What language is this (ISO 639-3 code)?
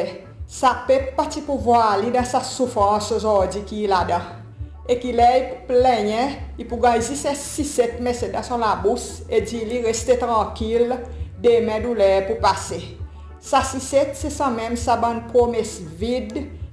crs